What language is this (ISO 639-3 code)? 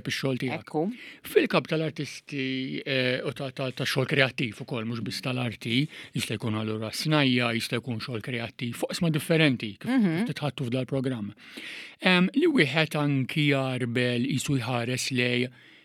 mlt